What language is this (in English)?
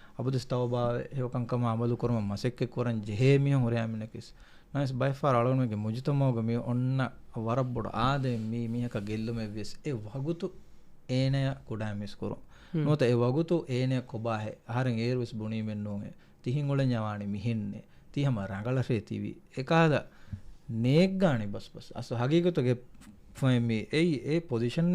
Divehi